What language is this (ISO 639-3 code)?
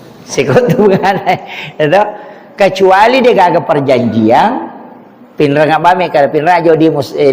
bug